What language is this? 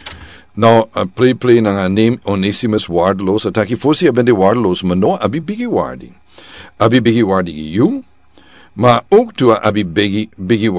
Sranan Tongo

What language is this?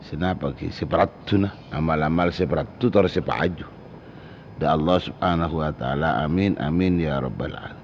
Madurese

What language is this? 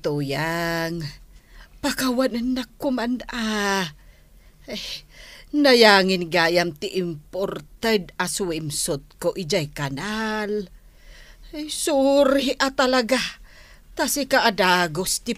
Iloko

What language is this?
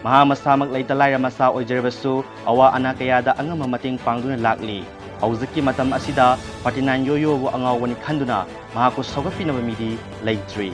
Manipuri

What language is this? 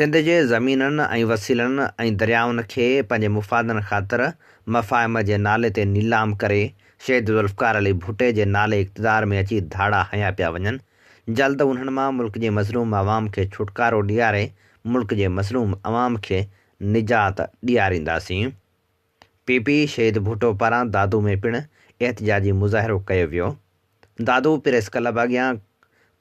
Sindhi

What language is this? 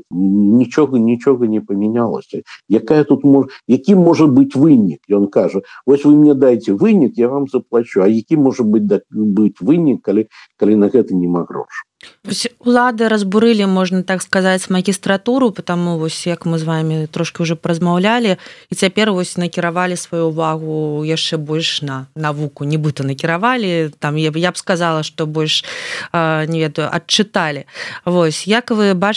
Belarusian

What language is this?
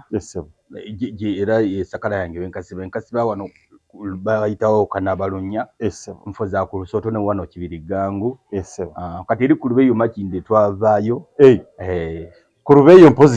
Ganda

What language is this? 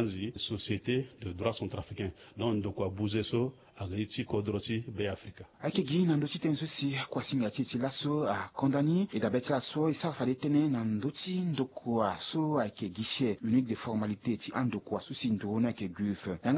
Sango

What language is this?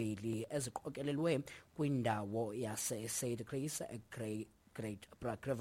Xhosa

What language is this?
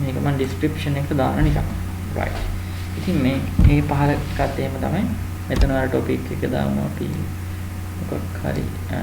Sinhala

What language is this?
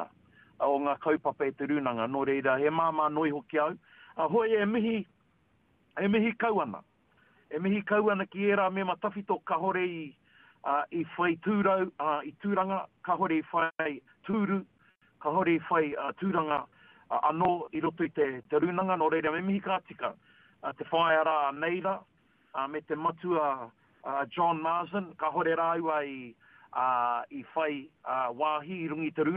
Māori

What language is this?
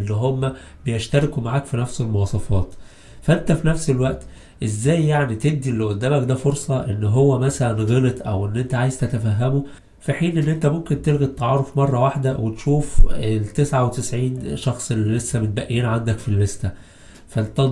Egyptian Arabic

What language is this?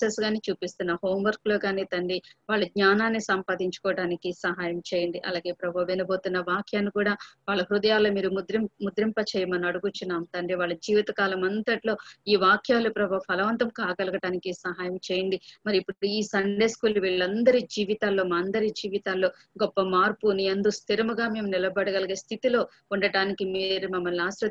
Telugu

